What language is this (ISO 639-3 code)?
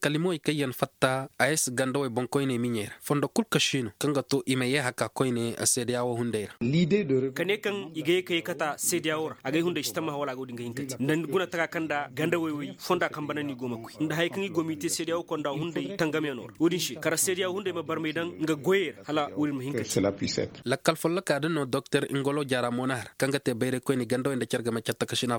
ses